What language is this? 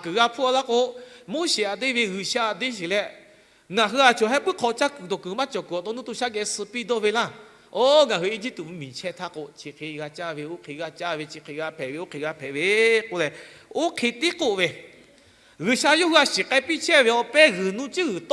Lahu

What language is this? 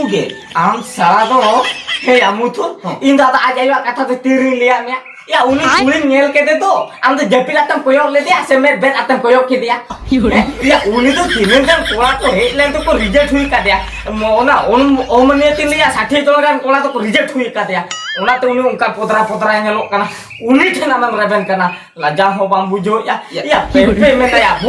Santali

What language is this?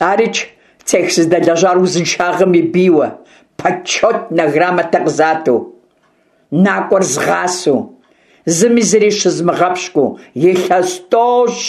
Kabardian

